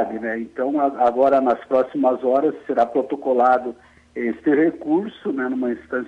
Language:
Portuguese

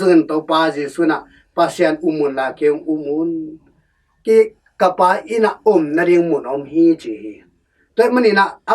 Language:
Tedim Chin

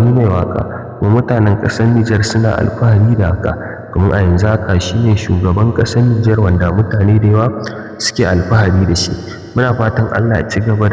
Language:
Hausa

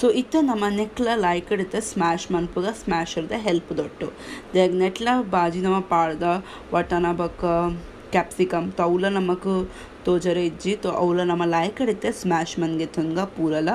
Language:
Tulu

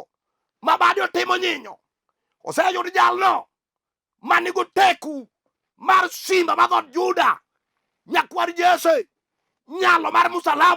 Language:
Luo (Kenya and Tanzania)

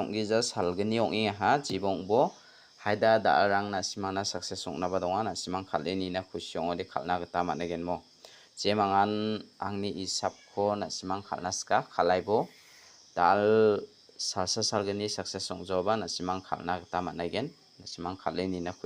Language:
Garo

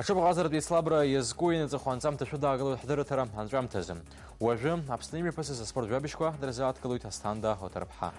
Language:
Abkhazian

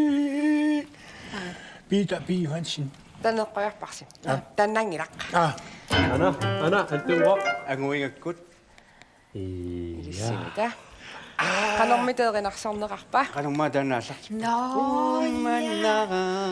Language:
Kalaallisut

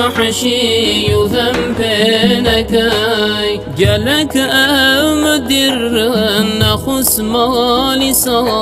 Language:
Kurdish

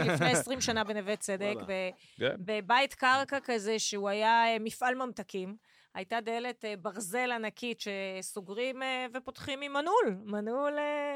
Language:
Hebrew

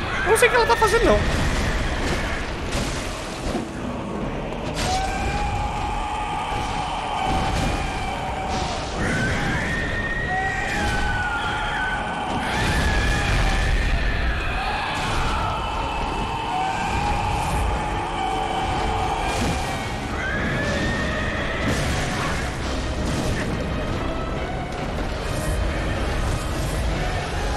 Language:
Portuguese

